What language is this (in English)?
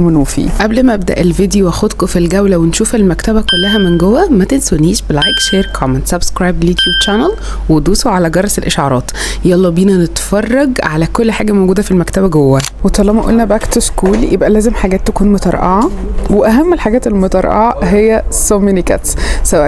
Egyptian Arabic